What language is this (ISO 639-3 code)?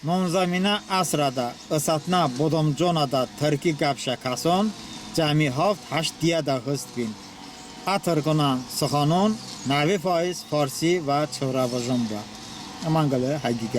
tly